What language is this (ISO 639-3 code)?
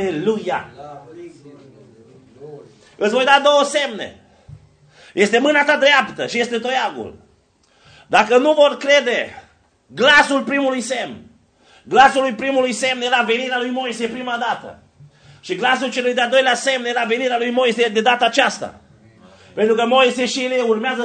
ron